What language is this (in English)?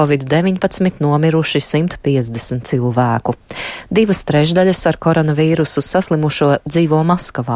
Latvian